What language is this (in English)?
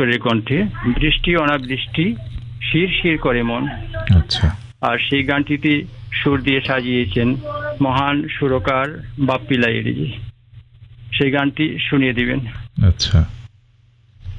Bangla